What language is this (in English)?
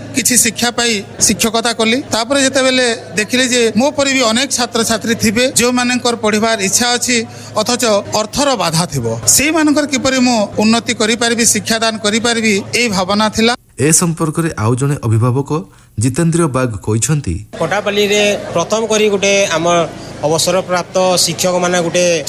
Odia